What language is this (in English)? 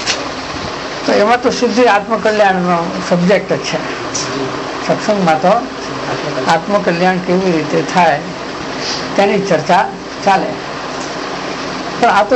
Gujarati